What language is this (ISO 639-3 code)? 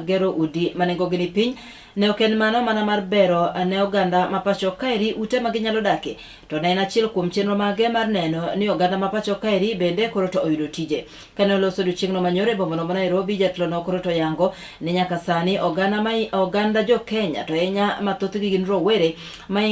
luo